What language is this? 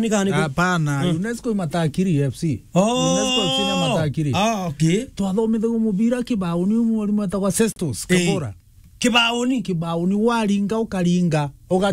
Meru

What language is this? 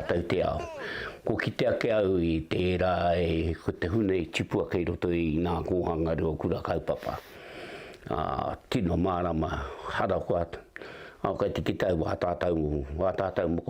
Māori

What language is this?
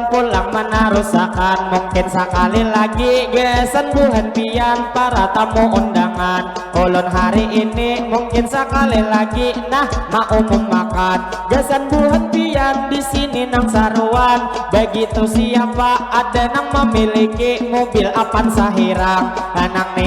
Banjar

